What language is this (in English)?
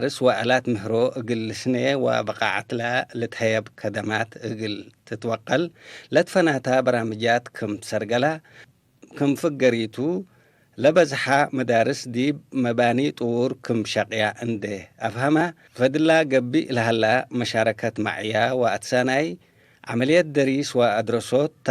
Tigre